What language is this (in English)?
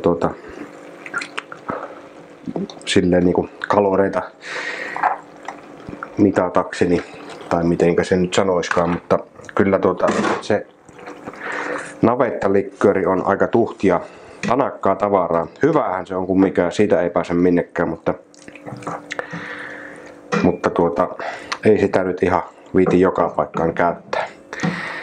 Finnish